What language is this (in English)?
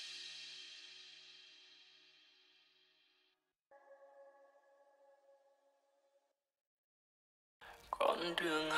Vietnamese